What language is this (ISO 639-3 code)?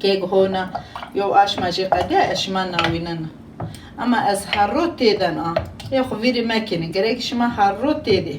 zza